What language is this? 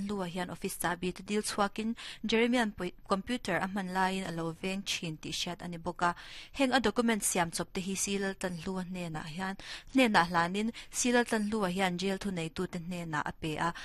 Mizo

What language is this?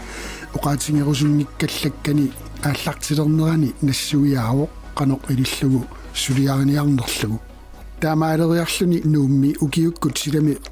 Kalaallisut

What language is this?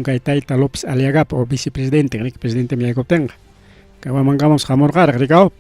Ayacucho Quechua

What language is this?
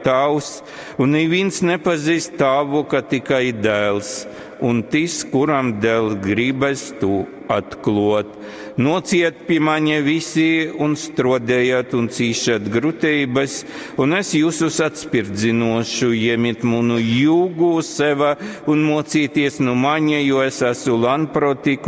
Latgalian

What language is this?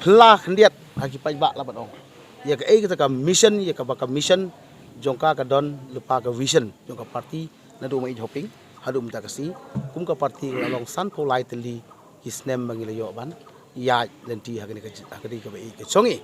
Khasi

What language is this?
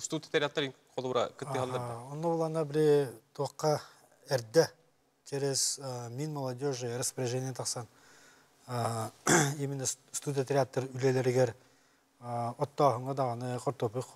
Yakut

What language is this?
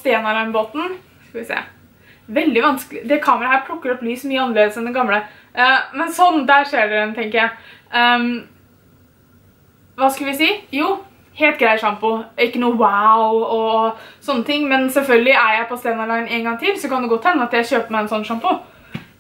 Norwegian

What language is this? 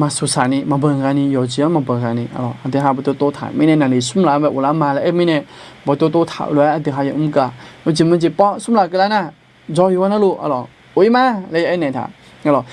Akha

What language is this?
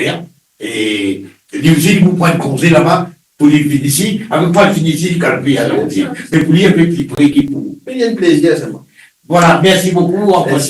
Morisyen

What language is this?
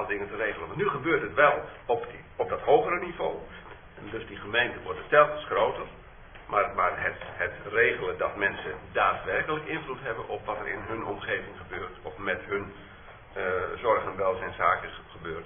Dutch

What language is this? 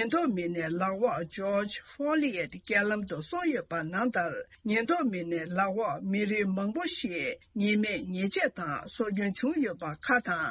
Tibetan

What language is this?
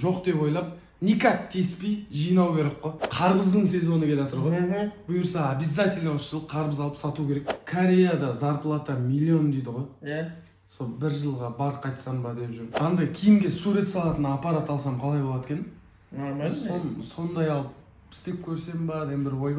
Kazakh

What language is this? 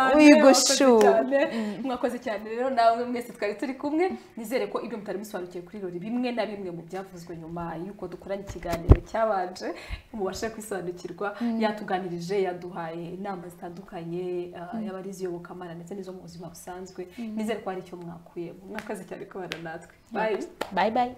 Kinyarwanda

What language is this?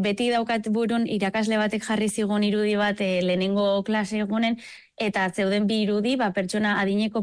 Basque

